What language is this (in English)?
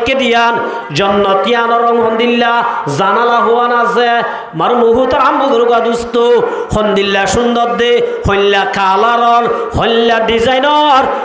Rohingya